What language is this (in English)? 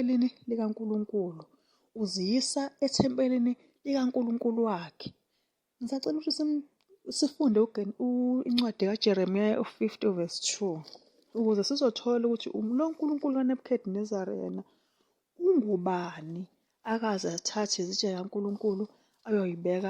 Zulu